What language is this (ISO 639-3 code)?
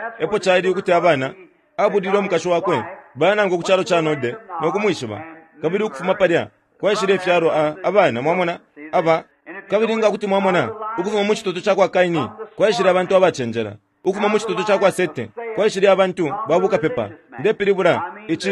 bem